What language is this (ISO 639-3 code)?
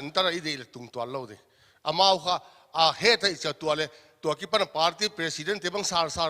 pck